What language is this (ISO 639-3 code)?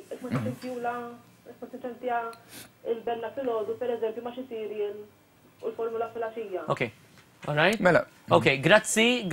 mlt